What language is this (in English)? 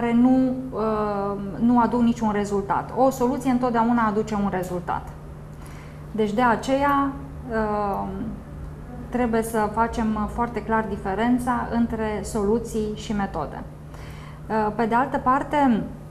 Romanian